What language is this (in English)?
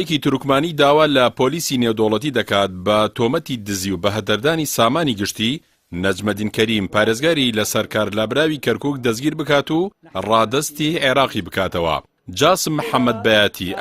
Central Kurdish